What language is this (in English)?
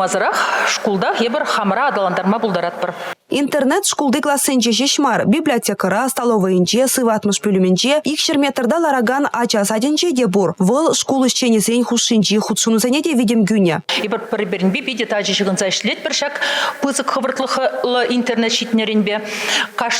Chuvash